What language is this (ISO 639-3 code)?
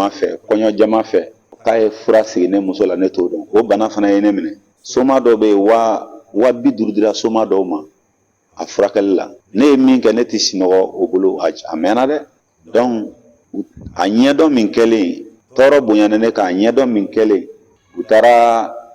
bam